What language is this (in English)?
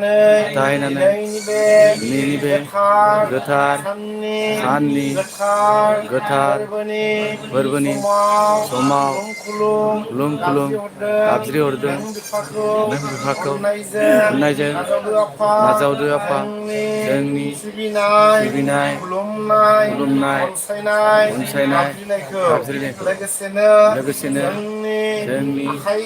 Bodo